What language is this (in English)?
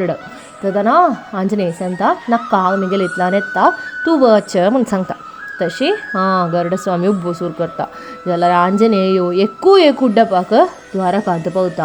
Konkani